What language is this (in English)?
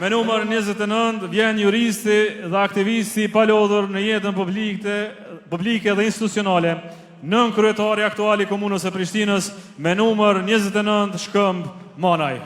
Albanian